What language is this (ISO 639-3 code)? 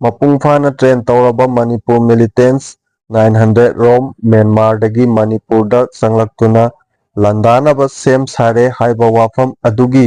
mni